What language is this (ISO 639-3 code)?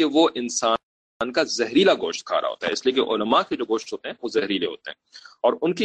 urd